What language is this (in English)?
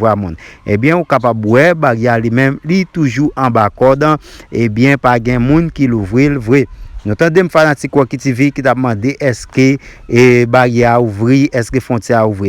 Haitian Creole